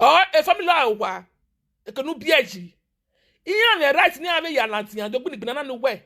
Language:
Nigerian Pidgin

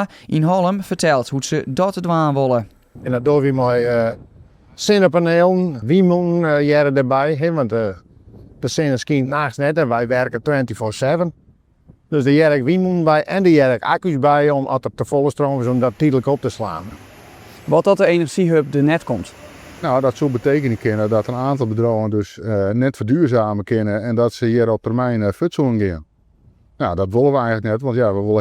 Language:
Western Frisian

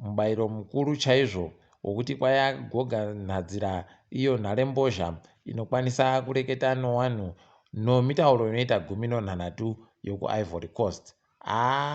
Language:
Ndau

